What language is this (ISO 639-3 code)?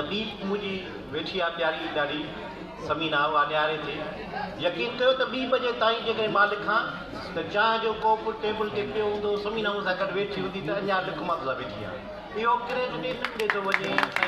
snd